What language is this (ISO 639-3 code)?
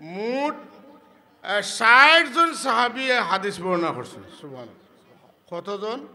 syl